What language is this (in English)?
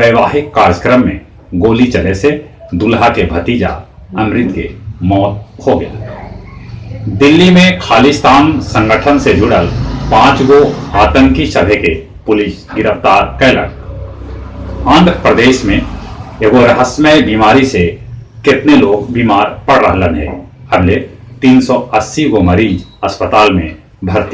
Magahi